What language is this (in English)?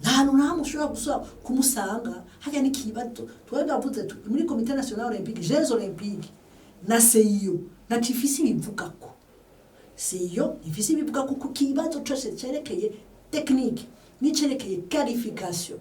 Rundi